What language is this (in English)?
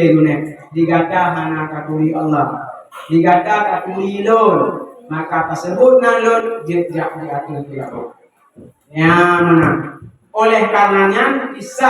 Achinese